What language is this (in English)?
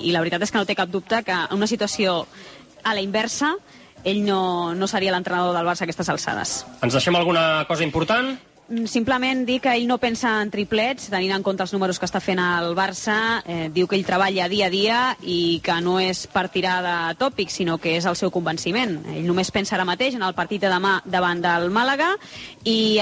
Catalan